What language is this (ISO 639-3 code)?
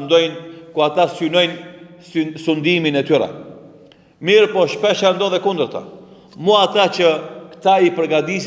sqi